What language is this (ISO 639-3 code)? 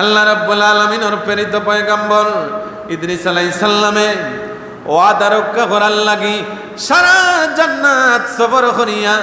syl